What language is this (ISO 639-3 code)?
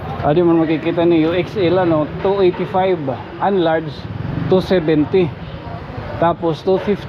war